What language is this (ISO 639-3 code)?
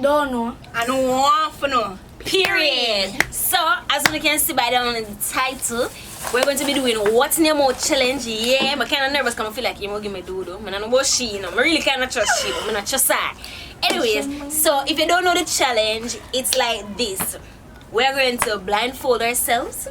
jam